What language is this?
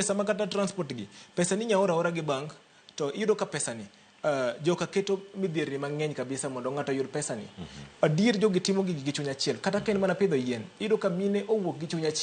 Luo (Kenya and Tanzania)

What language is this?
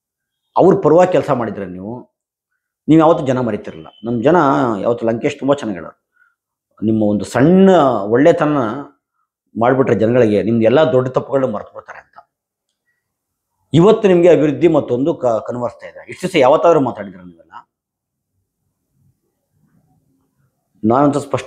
Kannada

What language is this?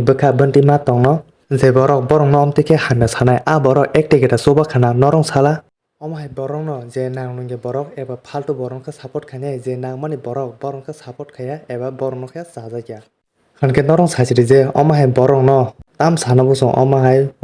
Kok Borok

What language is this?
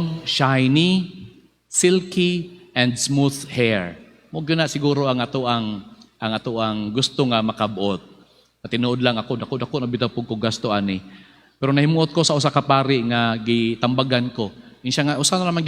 Cebuano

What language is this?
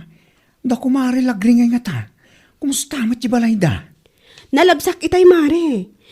Iloko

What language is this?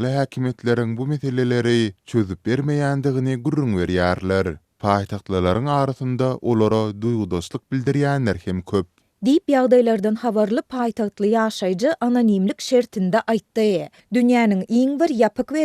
Turkmen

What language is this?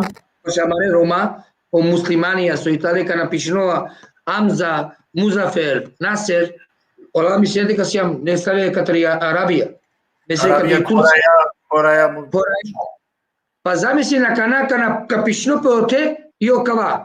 Balkan Romani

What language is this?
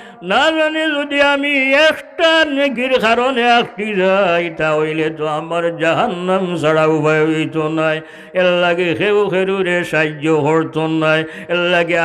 Sylheti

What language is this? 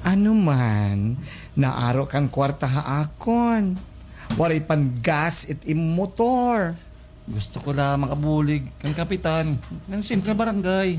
Waray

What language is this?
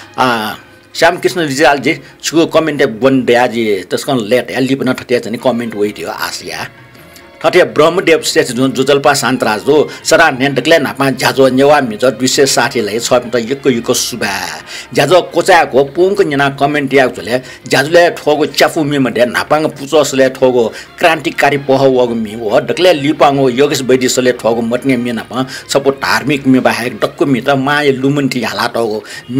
Newari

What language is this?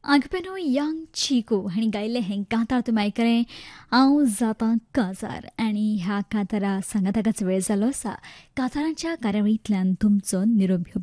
Konkani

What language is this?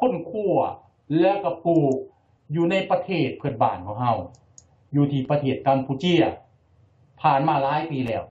Lao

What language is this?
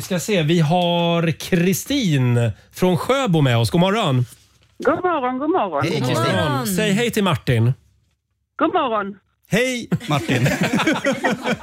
Swedish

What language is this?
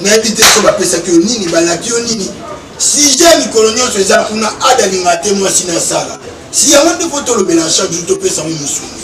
Lingala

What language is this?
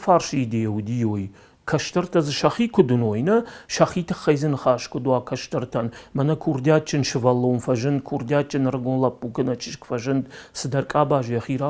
Ossetic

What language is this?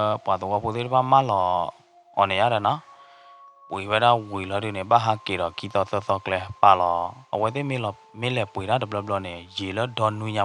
S'gaw Karen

